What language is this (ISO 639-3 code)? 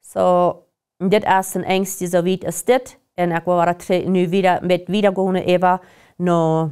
pdt